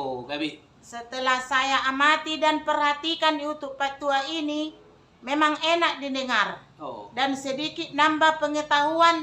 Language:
Batak Toba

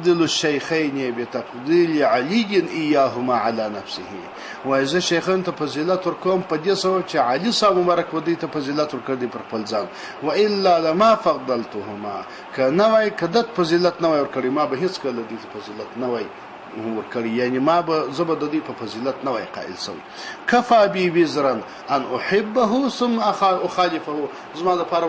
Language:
Pashto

